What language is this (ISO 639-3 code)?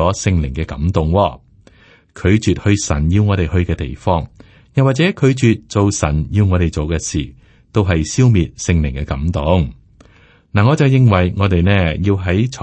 yue